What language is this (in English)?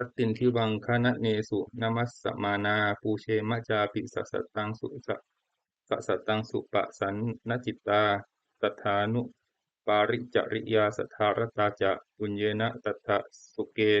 Pali